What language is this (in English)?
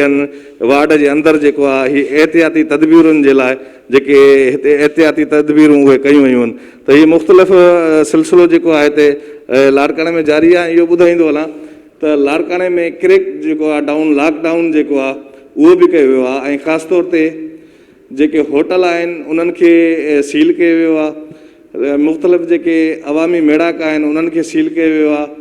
Sindhi